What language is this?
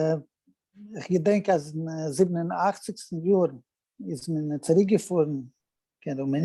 Yiddish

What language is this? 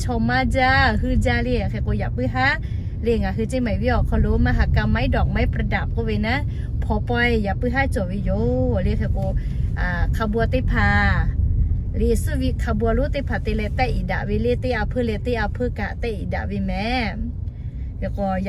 Lahu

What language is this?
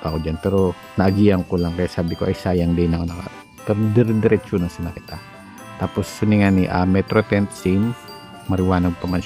Bikol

